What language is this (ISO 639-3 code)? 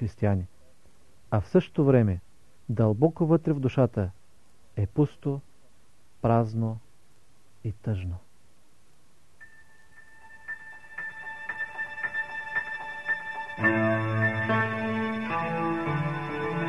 bul